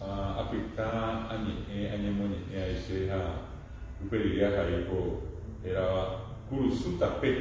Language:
Guarani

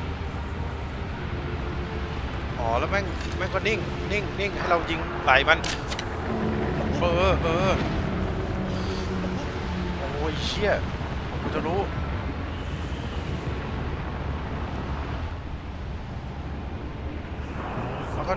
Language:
Thai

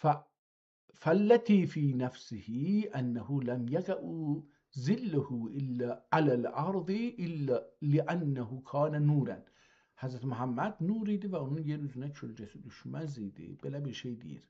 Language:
South Azerbaijani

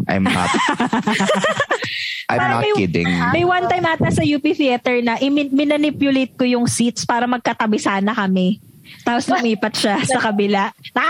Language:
Filipino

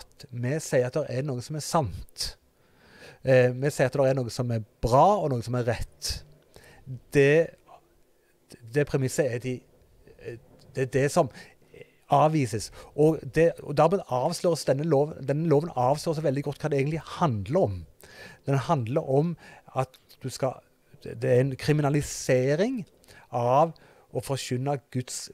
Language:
Norwegian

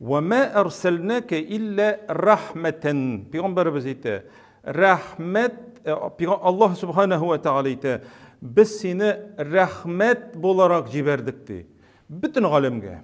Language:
Tatar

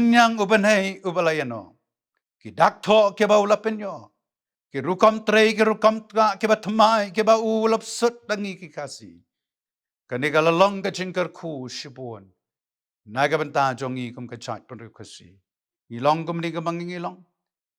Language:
Khasi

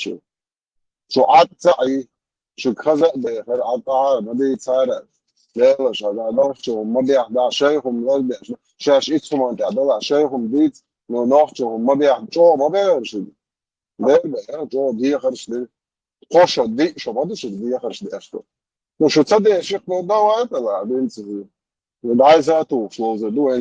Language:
Chechen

